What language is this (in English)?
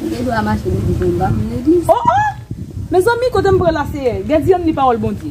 Haitian Creole